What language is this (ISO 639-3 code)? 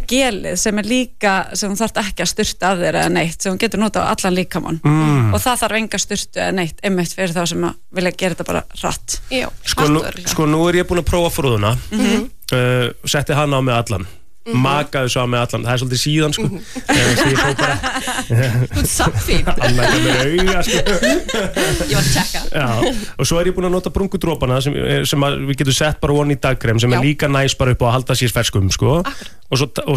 isl